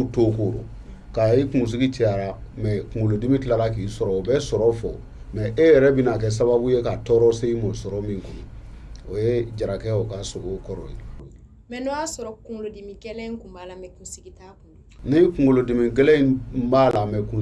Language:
Bambara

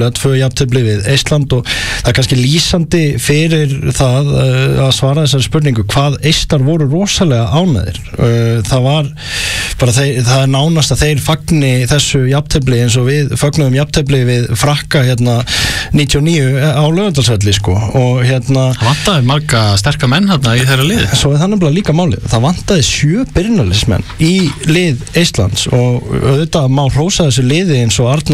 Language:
Icelandic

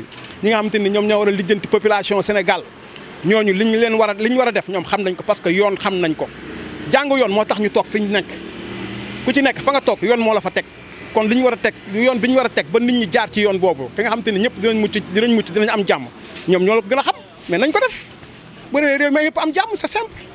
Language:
Wolof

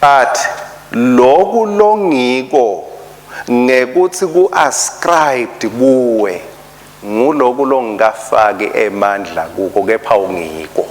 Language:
Swati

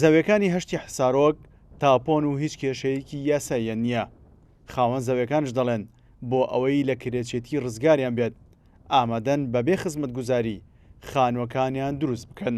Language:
Central Kurdish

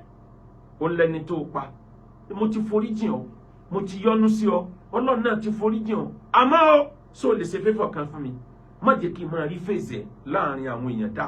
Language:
Yoruba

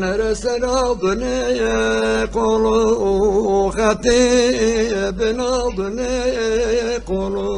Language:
Zaza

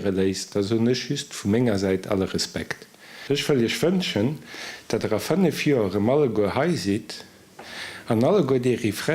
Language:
Luxembourgish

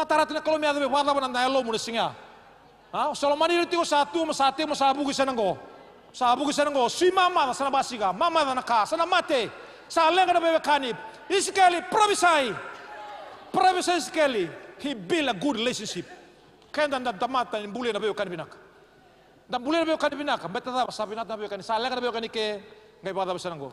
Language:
Fijian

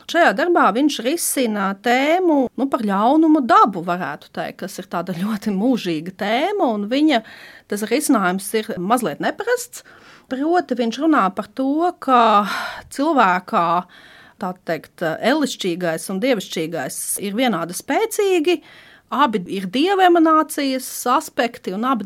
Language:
Latvian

